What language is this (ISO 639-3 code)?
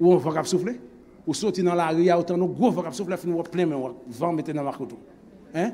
hat